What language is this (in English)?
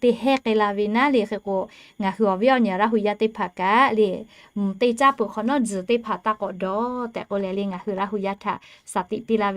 Lahu